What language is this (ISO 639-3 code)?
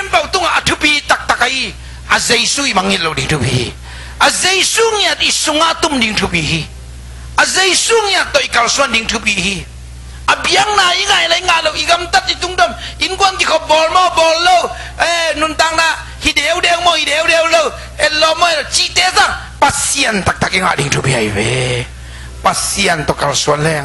ctd